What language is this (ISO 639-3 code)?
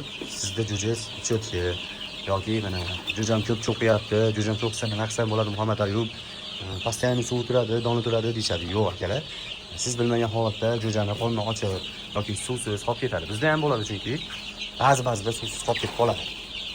uzb